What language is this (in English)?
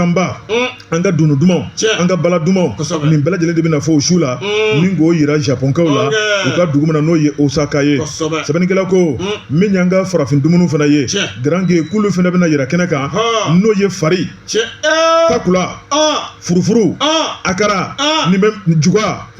Bambara